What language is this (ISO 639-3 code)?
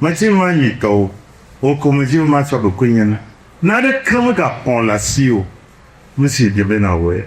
ewe